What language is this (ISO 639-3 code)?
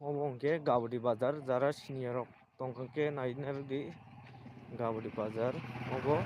trp